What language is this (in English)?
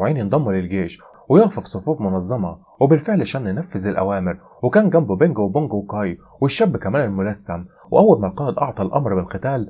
Egyptian Arabic